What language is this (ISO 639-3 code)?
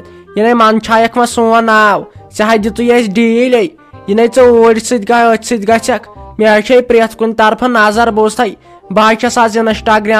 kas